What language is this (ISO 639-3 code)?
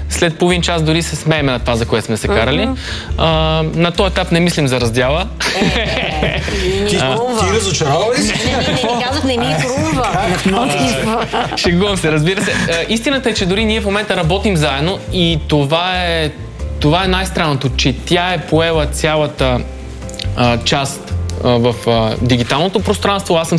bul